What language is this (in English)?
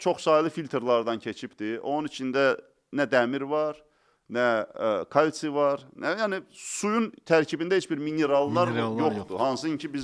Azerbaijani